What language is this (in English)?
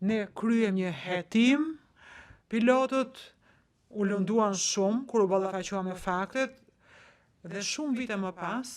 Albanian